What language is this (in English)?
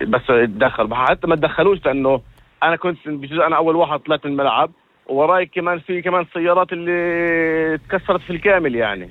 North Levantine Arabic